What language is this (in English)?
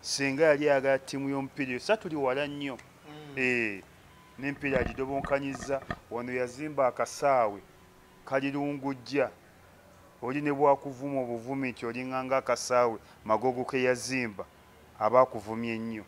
Ganda